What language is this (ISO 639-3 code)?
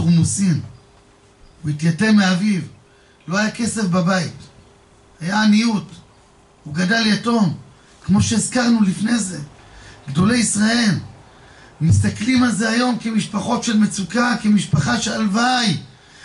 heb